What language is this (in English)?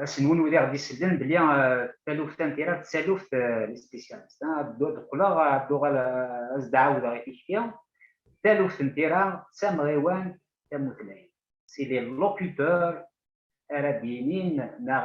Kabyle